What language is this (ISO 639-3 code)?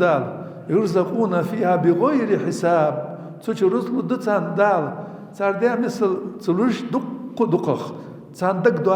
inh